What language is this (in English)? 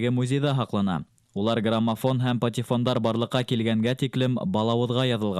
Bashkir